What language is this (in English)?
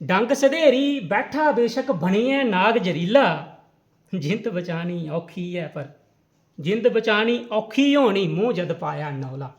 Dogri